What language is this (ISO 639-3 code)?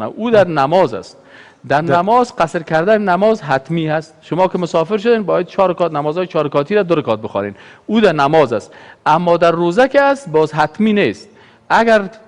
fas